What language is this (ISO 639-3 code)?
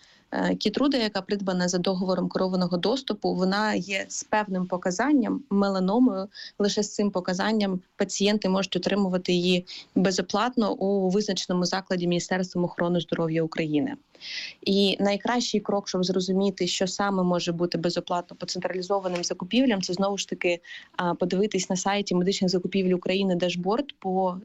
ukr